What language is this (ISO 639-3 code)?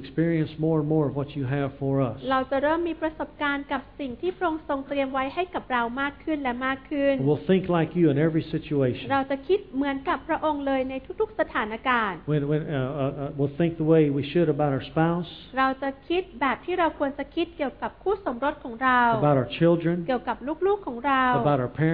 tha